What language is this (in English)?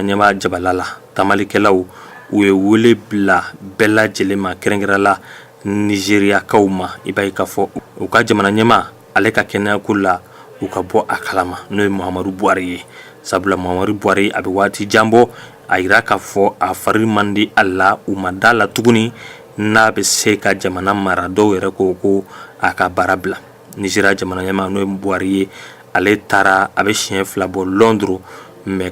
Bambara